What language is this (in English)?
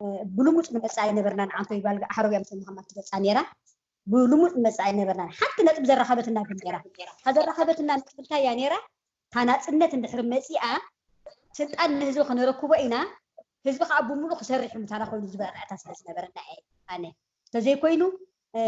Tigrinya